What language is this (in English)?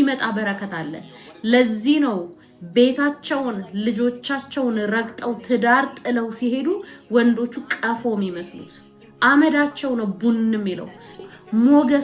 Amharic